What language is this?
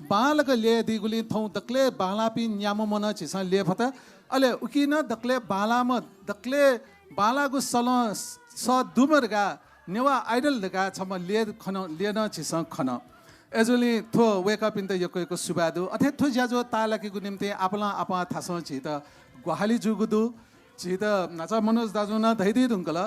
Newari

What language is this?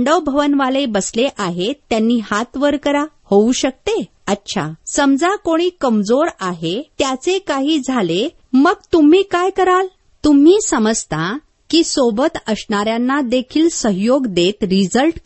Marathi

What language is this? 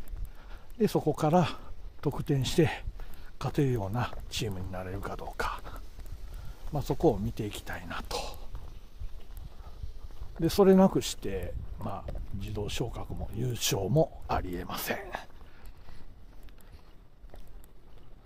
Japanese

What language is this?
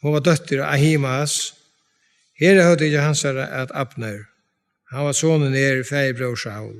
Faroese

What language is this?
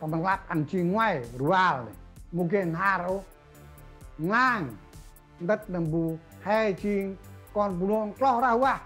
Central Mnong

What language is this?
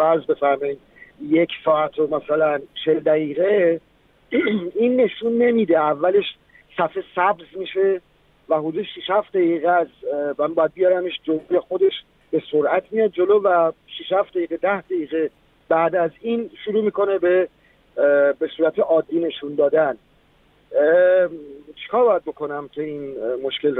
Persian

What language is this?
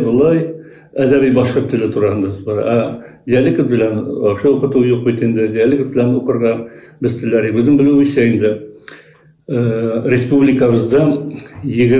Bashkir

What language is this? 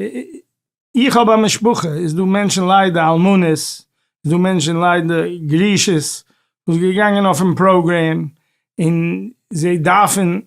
Yiddish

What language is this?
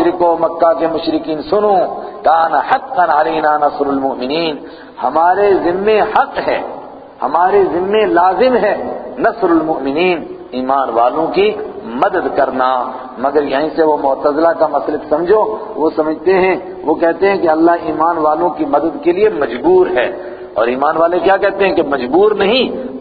Urdu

